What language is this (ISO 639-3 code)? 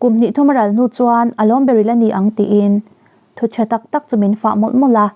lus